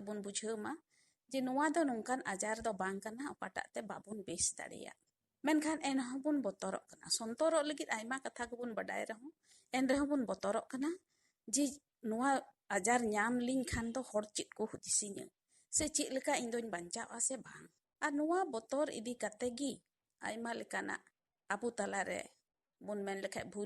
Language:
Santali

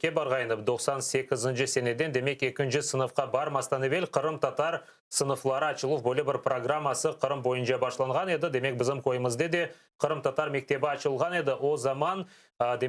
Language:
Crimean Tatar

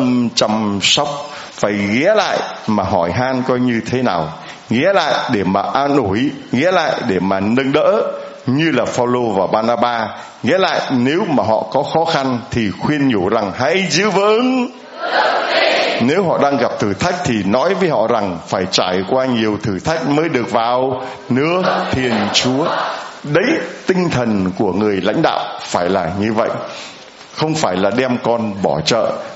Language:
Vietnamese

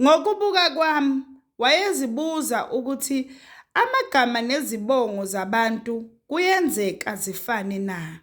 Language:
Zulu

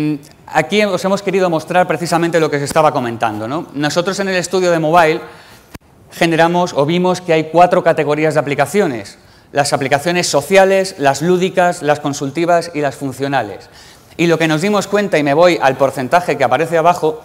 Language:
Spanish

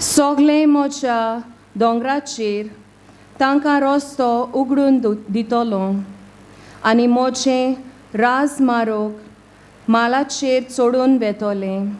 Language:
Konkani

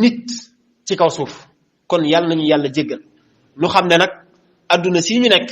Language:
Wolof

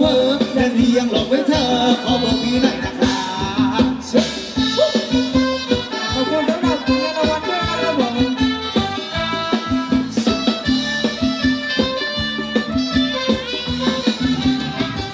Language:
Thai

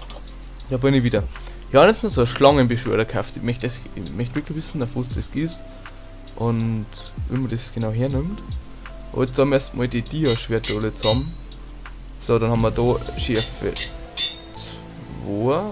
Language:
Bavarian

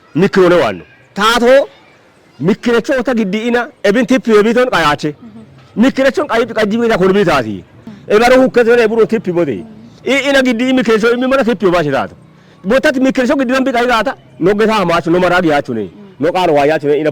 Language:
Kafa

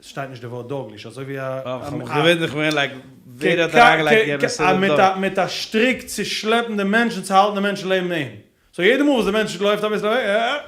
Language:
Yiddish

